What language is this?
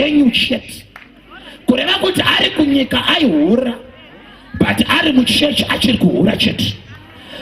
Shona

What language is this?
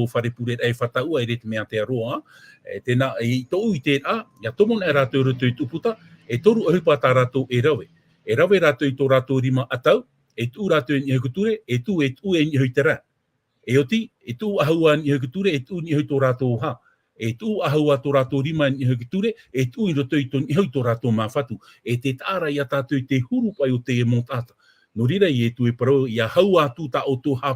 Tahitian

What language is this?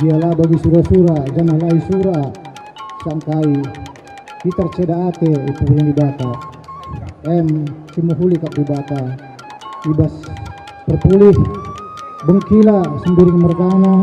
Batak Karo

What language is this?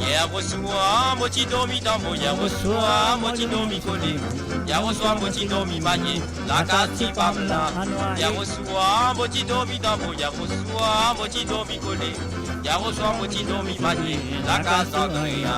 Morisyen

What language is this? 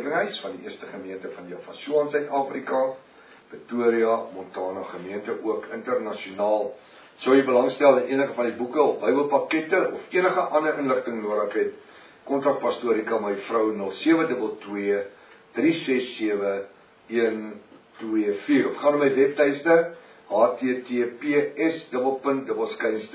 Afrikaans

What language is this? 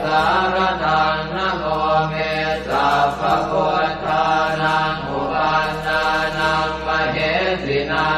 Pali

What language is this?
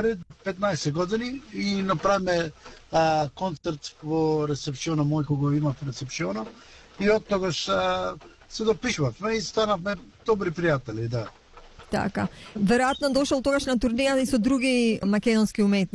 Macedonian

